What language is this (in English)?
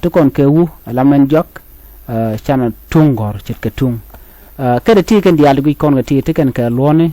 Nuer